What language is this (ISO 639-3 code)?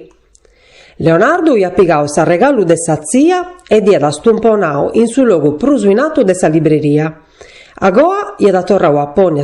srd